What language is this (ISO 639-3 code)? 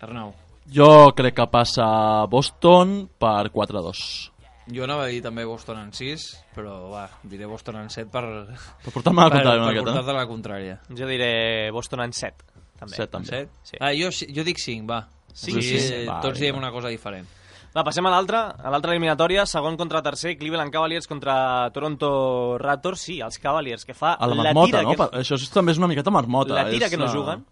cat